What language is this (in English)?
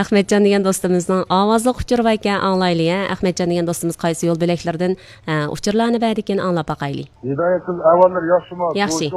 Uyghur